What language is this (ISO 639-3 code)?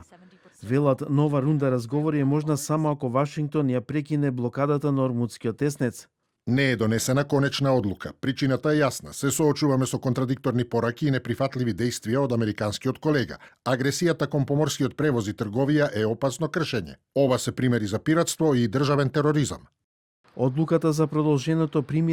mkd